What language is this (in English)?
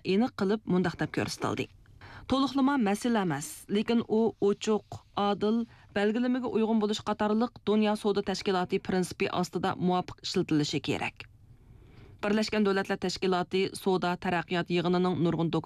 Uyghur